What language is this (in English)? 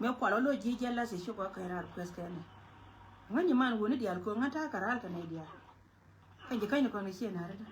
Nuer